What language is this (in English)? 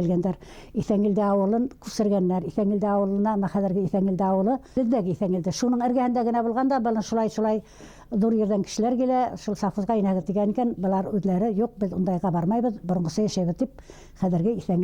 Bashkir